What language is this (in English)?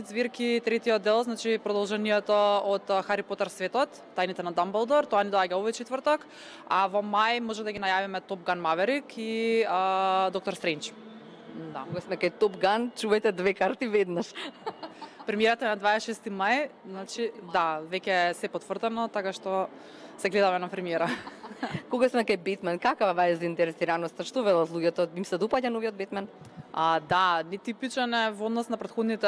Macedonian